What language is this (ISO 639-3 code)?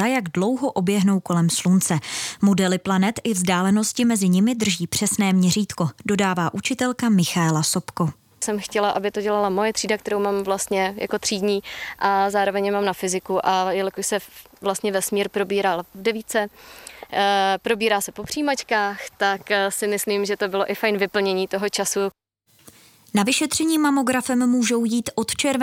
ces